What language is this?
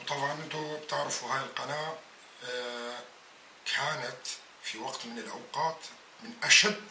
North Levantine Arabic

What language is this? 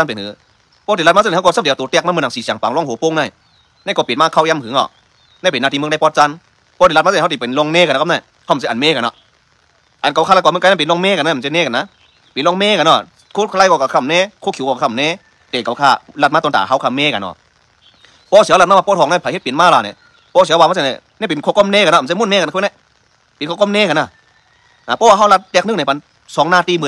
Shan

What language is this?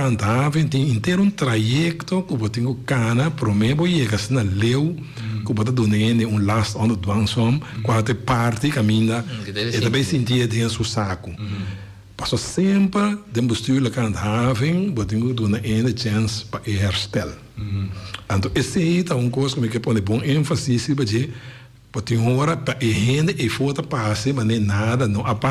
Papiamento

